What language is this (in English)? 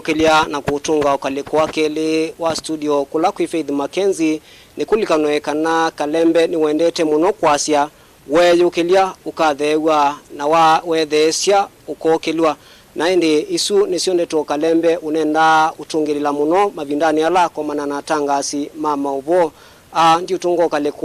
Kamba